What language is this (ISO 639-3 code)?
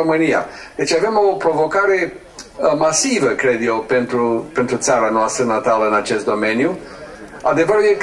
ron